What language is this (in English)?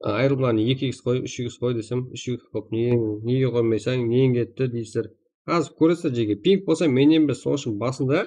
Kara-Kalpak